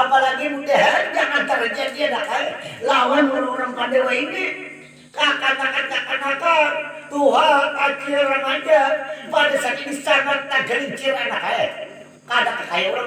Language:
Banjar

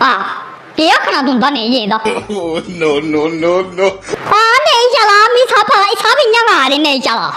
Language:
Dogri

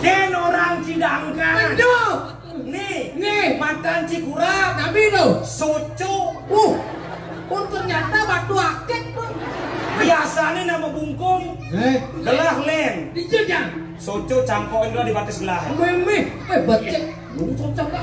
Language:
Balinese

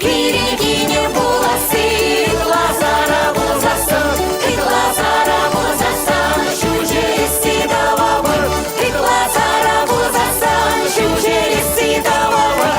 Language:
Chuvash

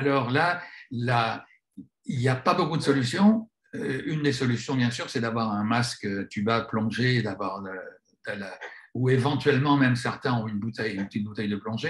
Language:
French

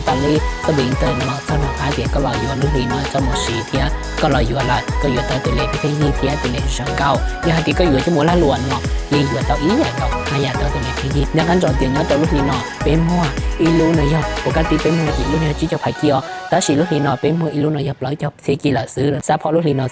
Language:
Hmong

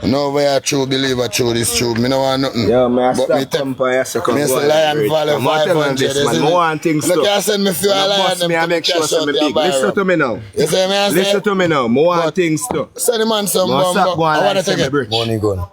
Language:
Jamaican Creole English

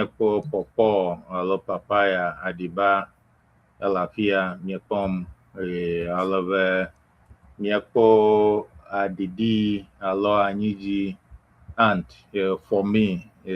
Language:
Ewe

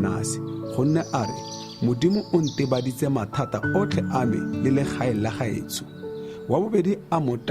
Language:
Tswana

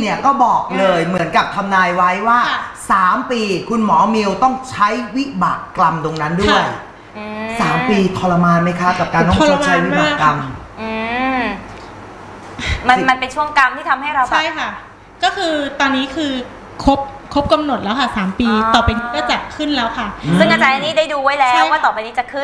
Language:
Thai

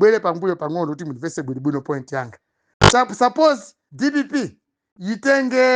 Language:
Nyanja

